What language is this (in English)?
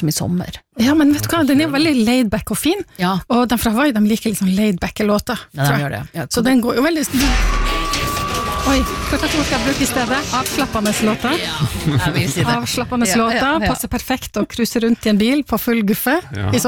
Norwegian